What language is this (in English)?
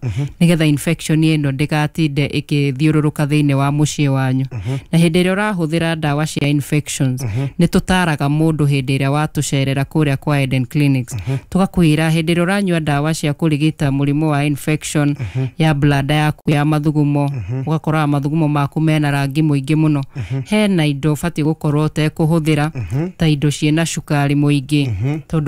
Kikuyu